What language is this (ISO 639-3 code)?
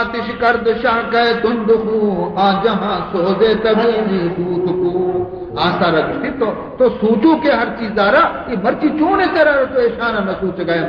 bal